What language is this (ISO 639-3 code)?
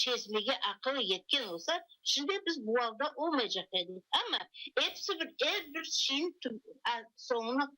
crh